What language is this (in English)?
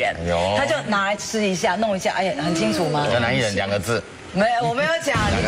Chinese